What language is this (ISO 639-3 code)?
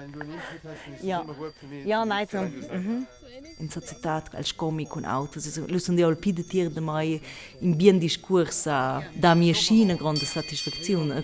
roh